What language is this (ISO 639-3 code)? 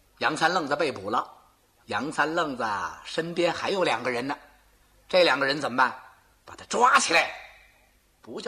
zho